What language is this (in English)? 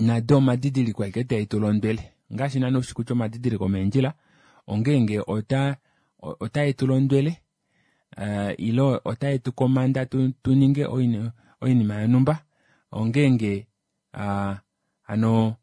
Kuanyama